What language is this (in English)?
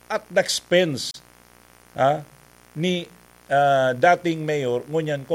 Bikol